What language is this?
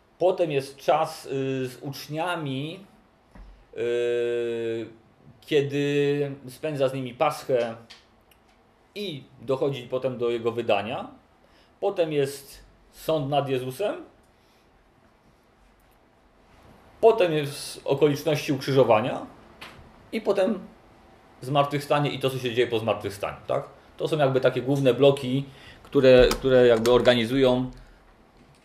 Polish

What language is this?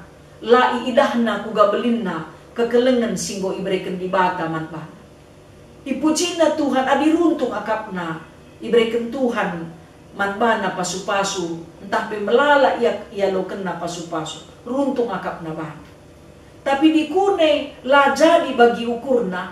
Batak Karo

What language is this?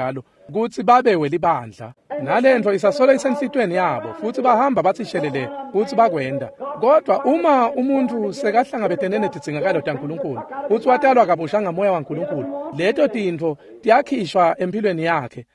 Swati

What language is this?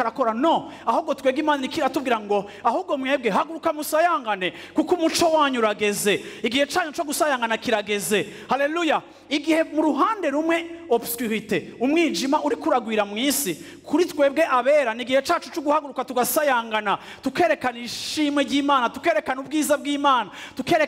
Rundi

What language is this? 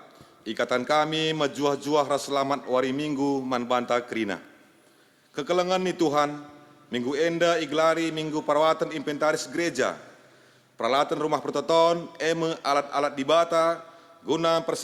Batak Karo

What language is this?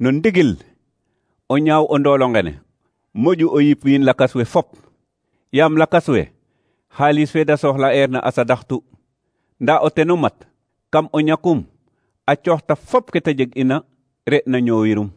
Serer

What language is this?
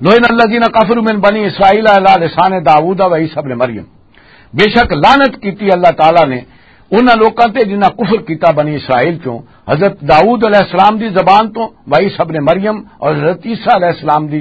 Western Panjabi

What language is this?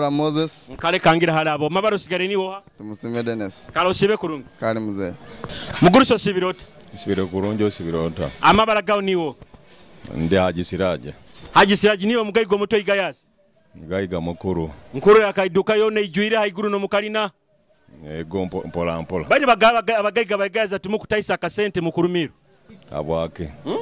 Nyoro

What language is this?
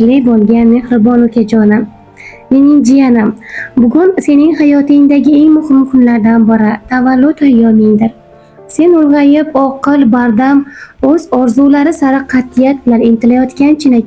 Uzbek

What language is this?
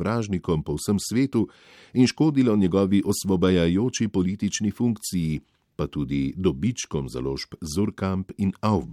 Slovenian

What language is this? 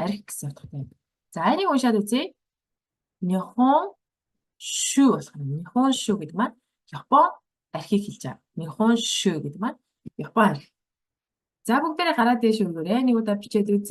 Mongolian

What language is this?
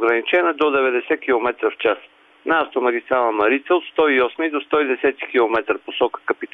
Bulgarian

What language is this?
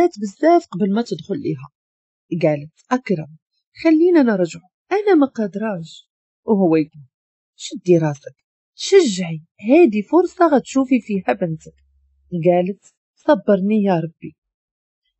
Moroccan Arabic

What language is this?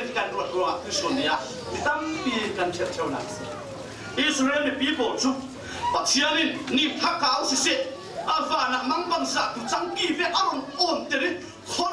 Falam Chin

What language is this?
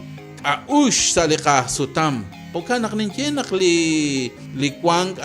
Kekchí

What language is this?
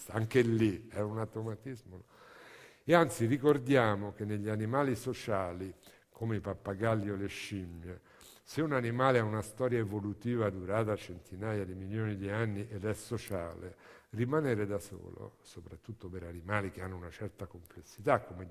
Italian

